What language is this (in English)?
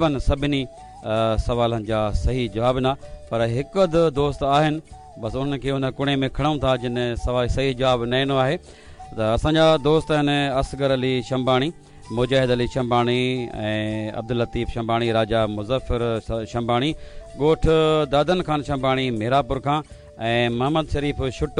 Sindhi